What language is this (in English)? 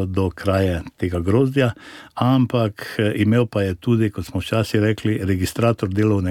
Slovenian